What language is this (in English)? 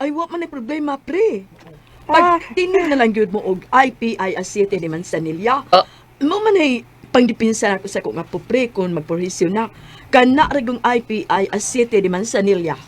Cebuano